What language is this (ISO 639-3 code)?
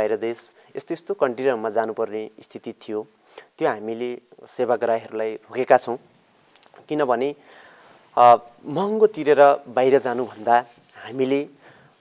nep